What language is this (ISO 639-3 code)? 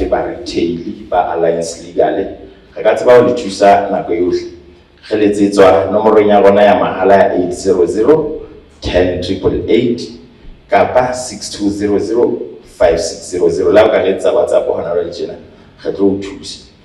sot